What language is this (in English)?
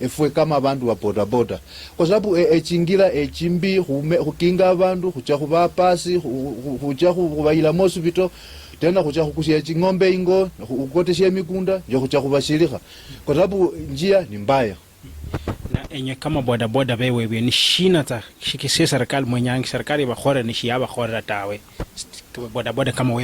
Luyia